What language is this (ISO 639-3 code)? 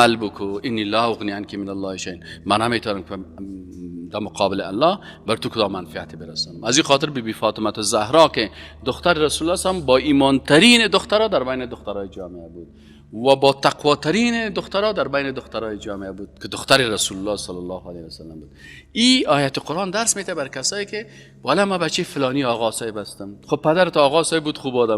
fas